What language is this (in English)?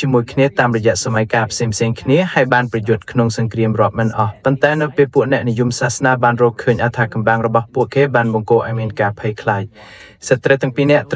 Khmer